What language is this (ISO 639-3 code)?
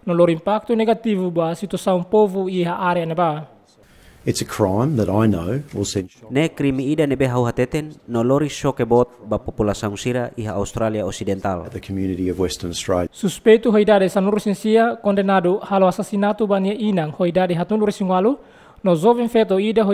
tet